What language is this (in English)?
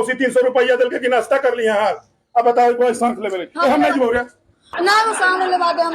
Magahi